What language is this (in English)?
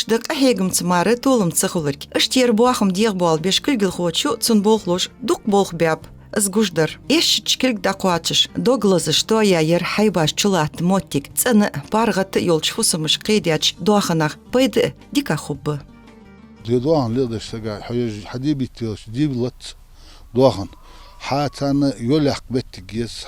Ingush